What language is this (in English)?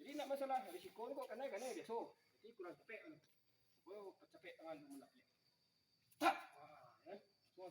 Minangkabau